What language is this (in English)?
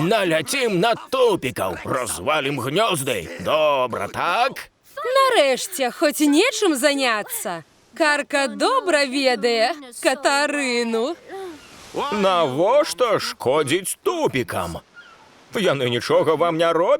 Belarusian